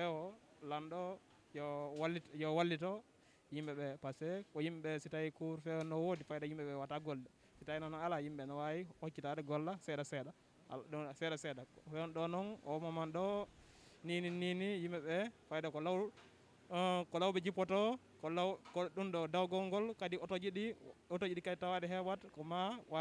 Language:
Fula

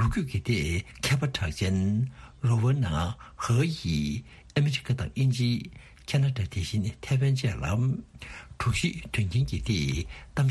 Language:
Tibetan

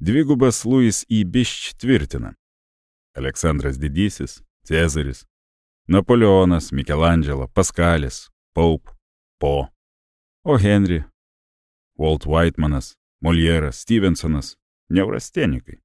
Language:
Lithuanian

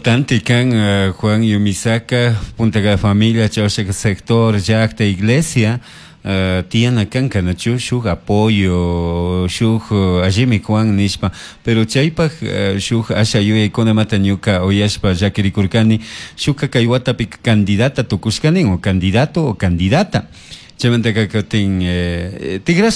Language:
Chimborazo Highland Quichua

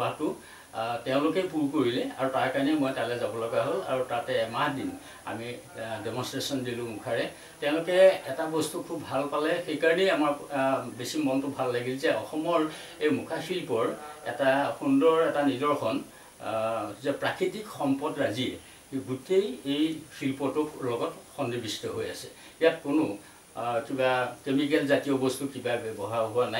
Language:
Assamese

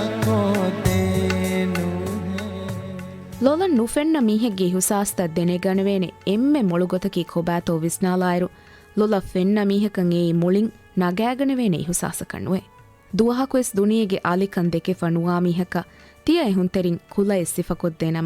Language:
Divehi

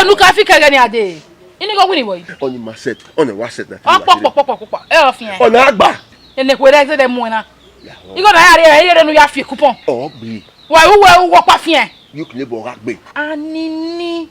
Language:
Bini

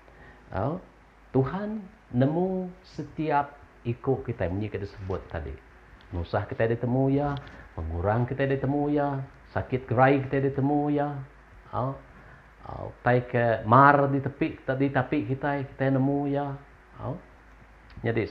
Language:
Iban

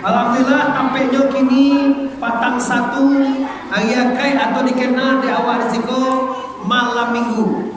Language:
Minangkabau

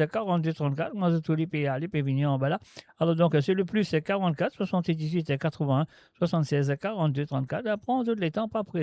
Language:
Morisyen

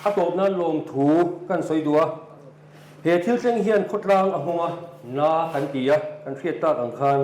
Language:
Mizo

